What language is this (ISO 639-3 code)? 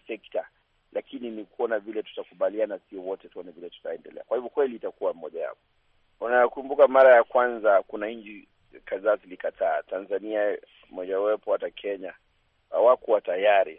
swa